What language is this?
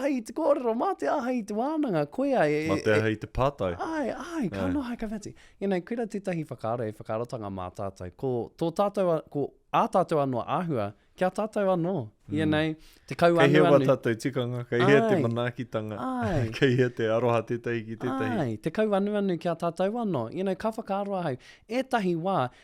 Māori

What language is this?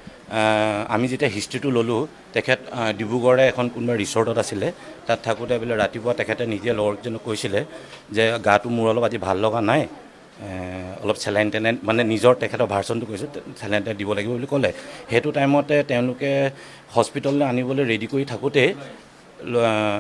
Assamese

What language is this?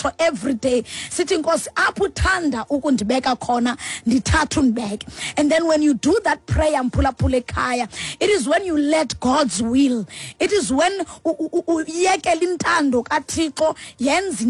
Xhosa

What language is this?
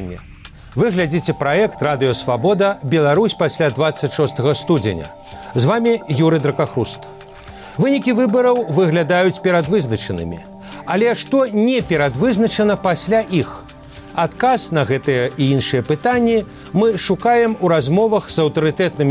Belarusian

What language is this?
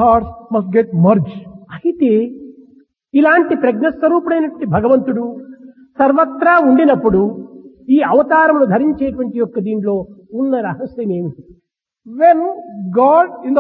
Telugu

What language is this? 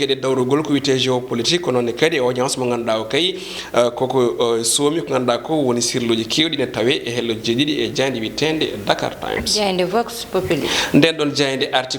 Fula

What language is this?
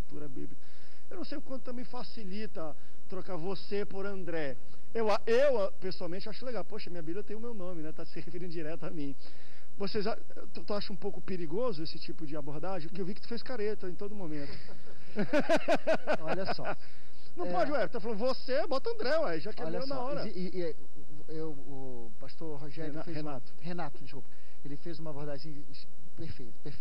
Portuguese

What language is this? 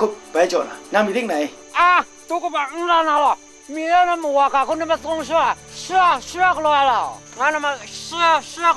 Kachin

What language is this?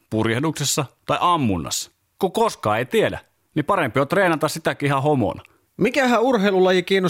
Finnish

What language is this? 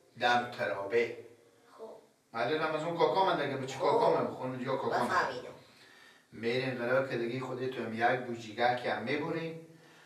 Persian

